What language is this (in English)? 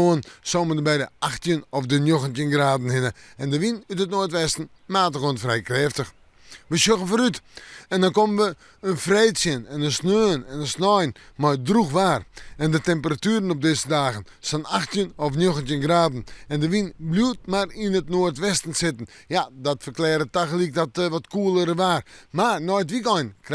Western Frisian